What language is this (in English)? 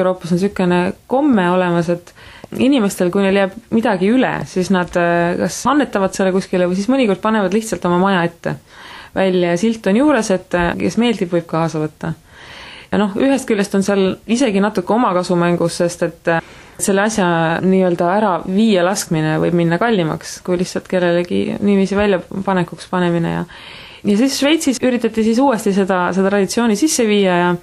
Estonian